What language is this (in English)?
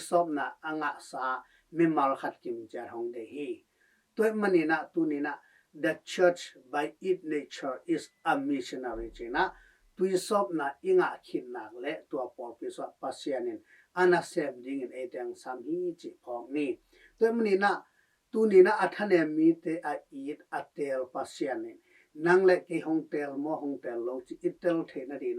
Tedim Chin